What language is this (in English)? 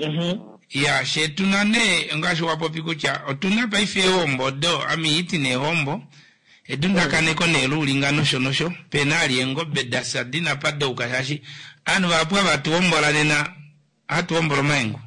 Kuanyama